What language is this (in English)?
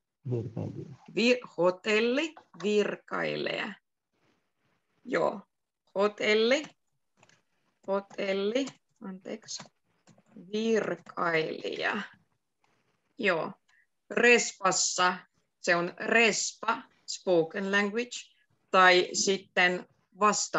Finnish